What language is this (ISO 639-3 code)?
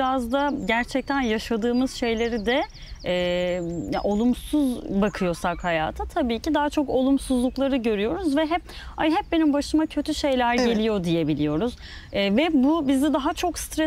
tur